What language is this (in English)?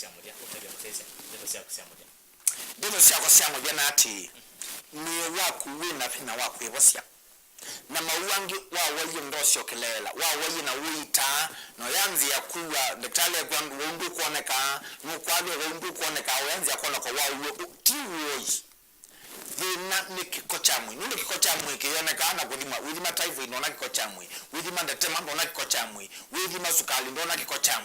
Kamba